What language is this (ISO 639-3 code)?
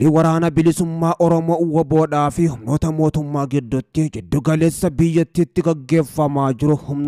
orm